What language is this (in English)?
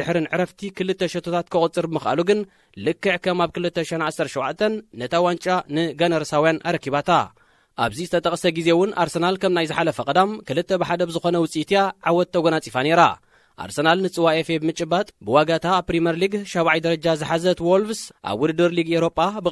Tigrinya